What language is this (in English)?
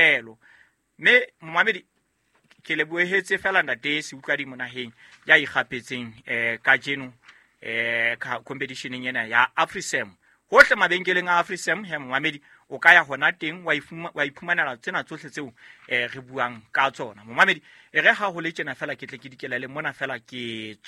Southern Sotho